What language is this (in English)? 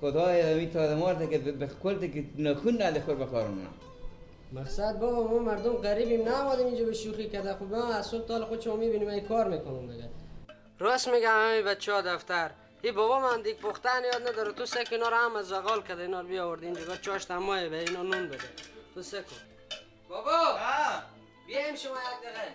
Persian